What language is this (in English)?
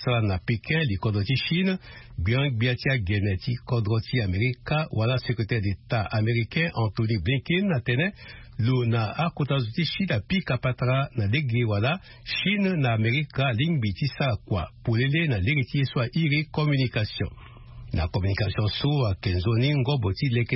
Sango